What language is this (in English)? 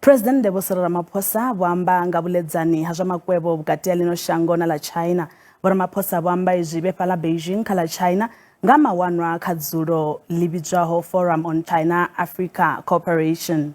Venda